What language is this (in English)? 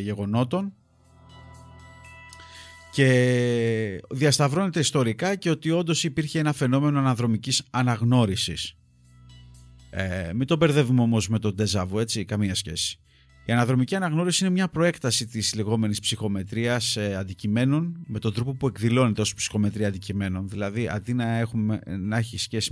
Greek